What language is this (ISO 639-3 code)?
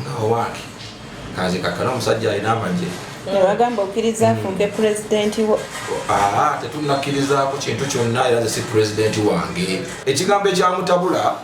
lug